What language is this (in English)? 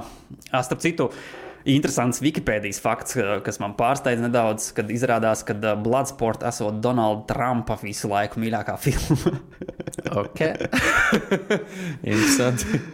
Latvian